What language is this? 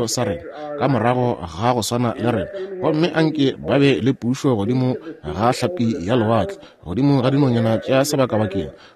Northern Sotho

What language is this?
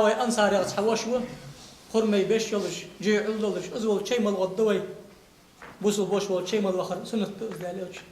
Ingush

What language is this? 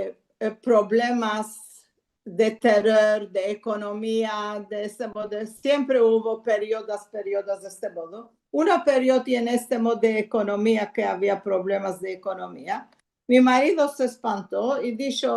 Ladino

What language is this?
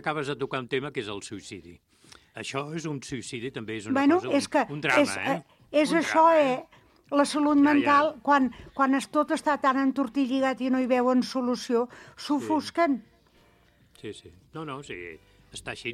Catalan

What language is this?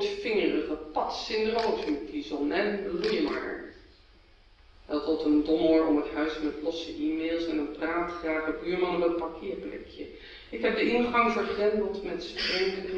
Dutch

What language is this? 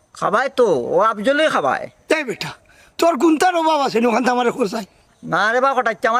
Sylheti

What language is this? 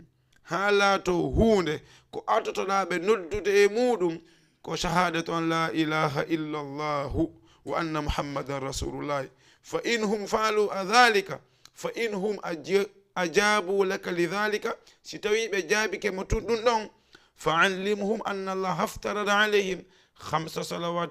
Fula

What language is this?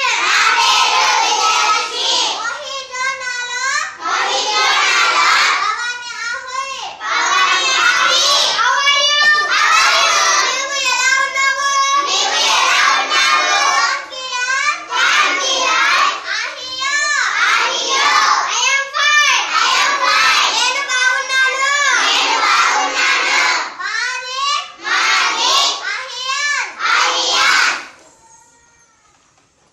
Telugu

